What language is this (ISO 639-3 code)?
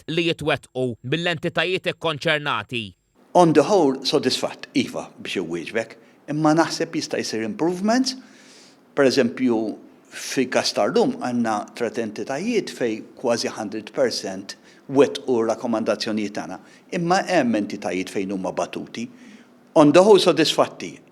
mlt